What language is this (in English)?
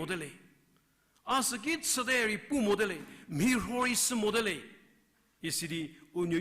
Angami Naga